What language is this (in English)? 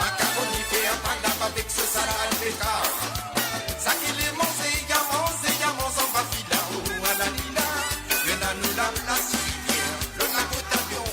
Morisyen